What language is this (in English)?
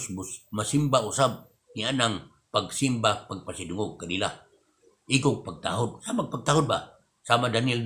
Cebuano